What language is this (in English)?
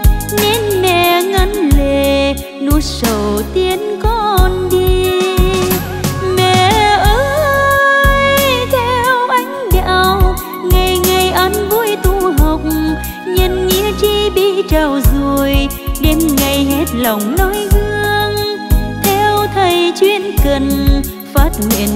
Vietnamese